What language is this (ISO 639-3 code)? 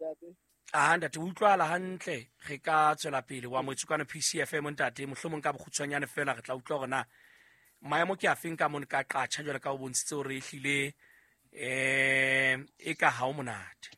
sot